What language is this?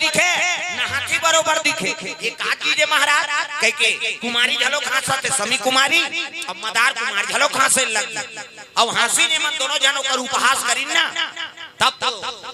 Chhattisgarhi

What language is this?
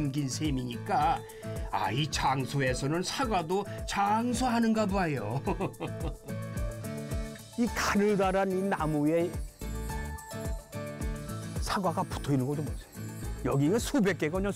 Korean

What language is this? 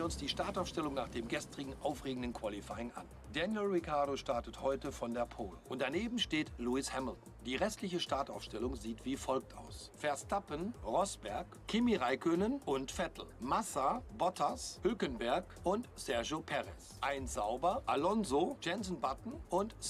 Swiss German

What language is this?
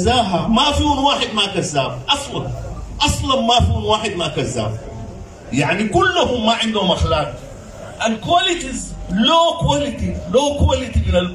Sudanese Arabic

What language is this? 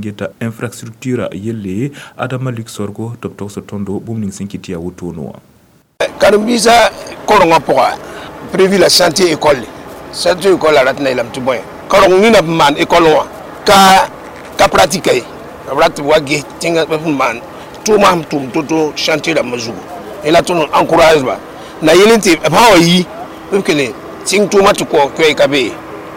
Mossi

